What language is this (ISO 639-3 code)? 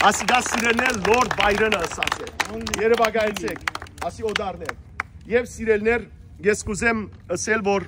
hyw